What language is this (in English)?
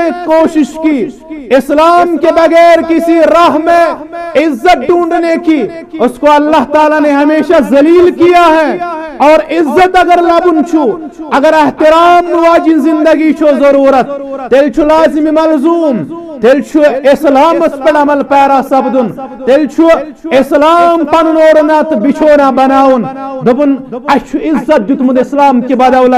Kashmiri